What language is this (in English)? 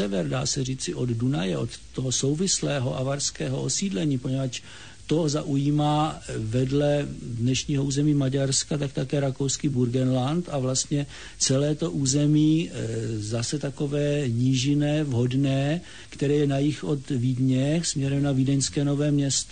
Czech